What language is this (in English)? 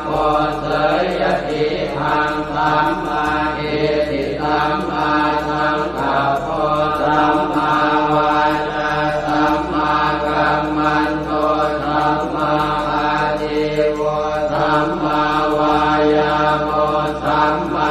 Pali